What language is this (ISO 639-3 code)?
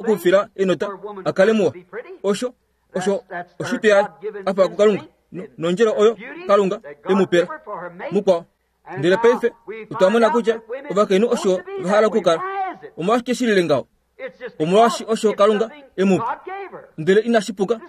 kua